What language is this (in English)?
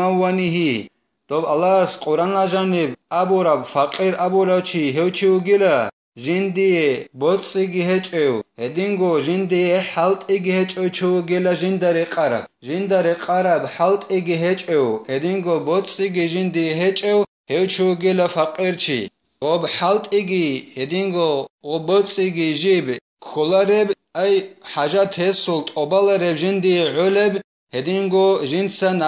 Avaric